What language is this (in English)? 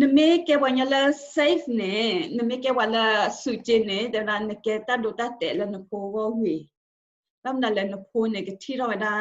S'gaw Karen